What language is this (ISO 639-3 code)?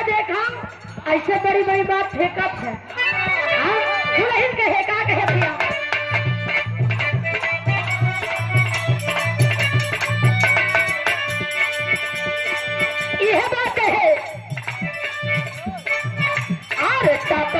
bho